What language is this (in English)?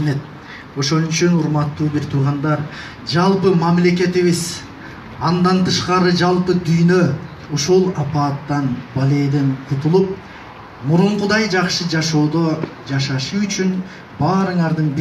Kyrgyz